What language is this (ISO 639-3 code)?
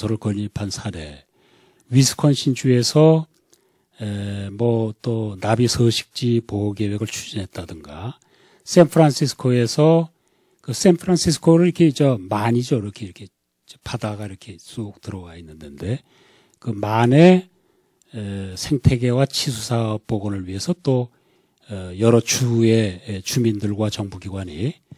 kor